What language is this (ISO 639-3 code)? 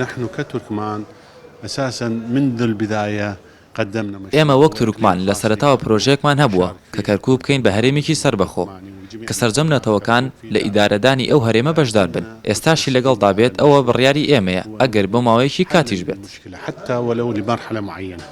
ckb